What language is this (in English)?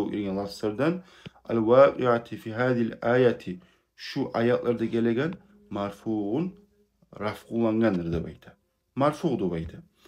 Kumyk